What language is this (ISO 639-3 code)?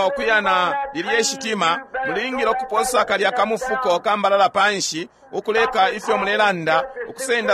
bem